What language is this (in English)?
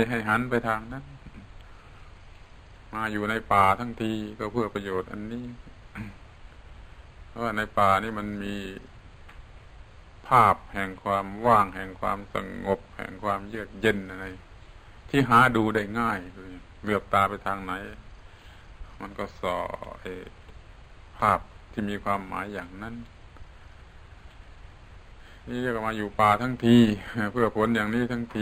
Thai